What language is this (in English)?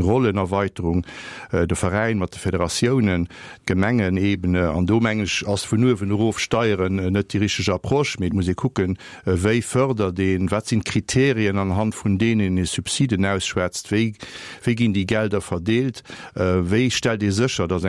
Luxembourgish